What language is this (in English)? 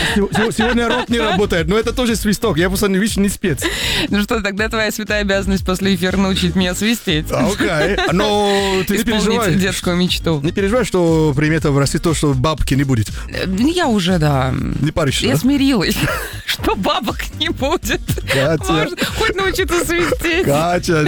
Russian